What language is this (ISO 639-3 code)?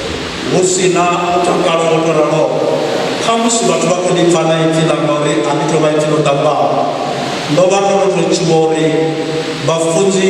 ven